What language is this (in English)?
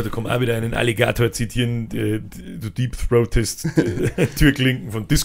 Bavarian